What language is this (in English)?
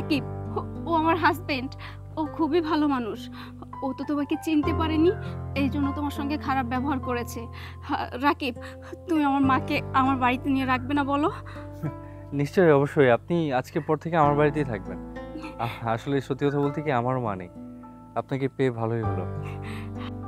Bangla